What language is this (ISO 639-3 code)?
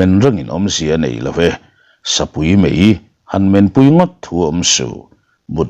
lus